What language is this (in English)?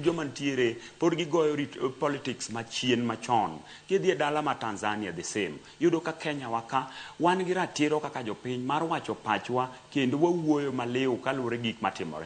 Luo (Kenya and Tanzania)